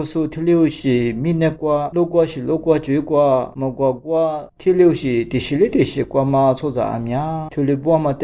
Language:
Lisu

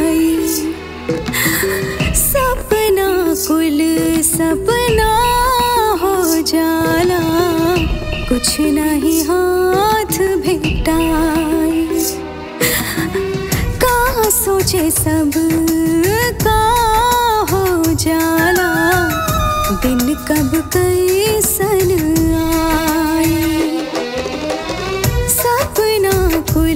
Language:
Bhojpuri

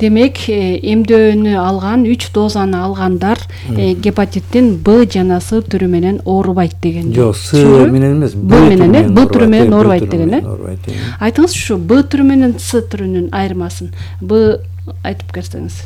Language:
Kyrgyz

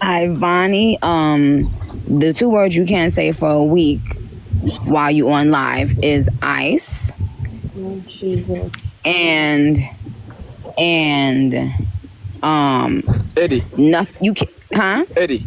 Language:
Jamaican Creole English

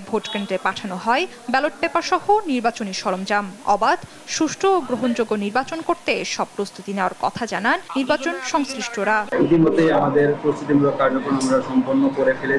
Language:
Bangla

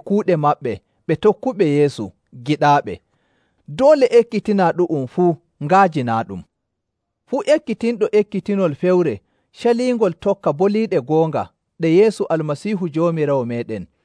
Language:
Nigerian Fulfulde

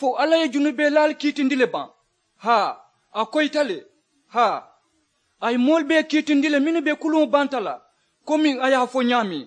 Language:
Mandingo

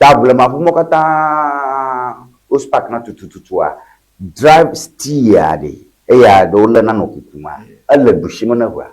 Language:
Ewe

